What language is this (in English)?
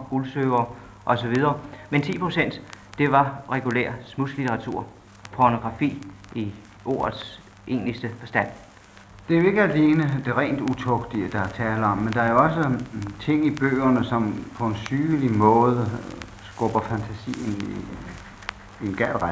Danish